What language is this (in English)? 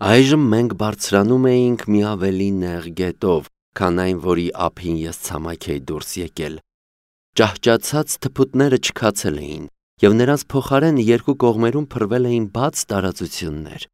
Armenian